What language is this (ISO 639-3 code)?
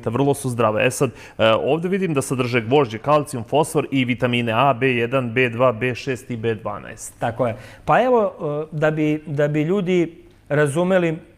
srp